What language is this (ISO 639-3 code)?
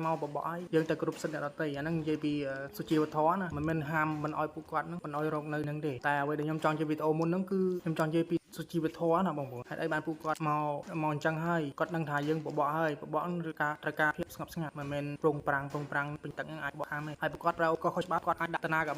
khm